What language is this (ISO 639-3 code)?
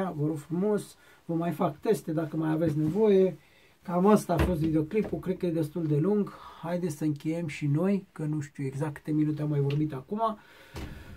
ron